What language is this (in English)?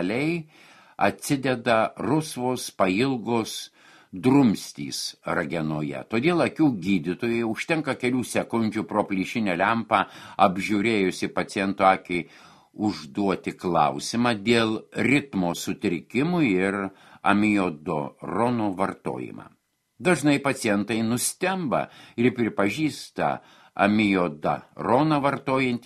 Lithuanian